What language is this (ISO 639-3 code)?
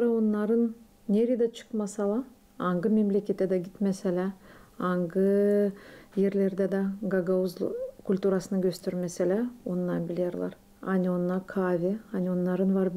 gag